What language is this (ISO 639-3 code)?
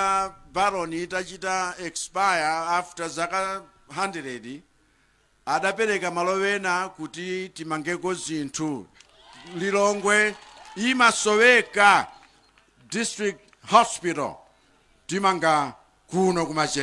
nya